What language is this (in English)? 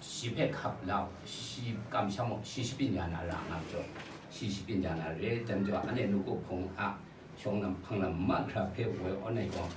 Kachin